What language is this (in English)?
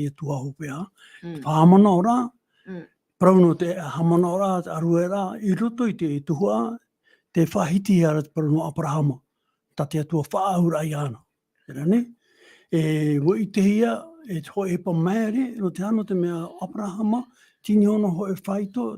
Tahitian